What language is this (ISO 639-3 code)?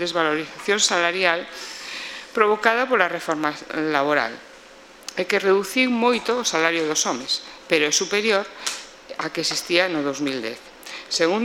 glg